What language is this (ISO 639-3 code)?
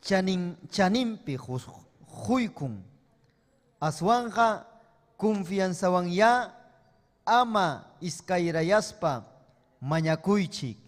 quy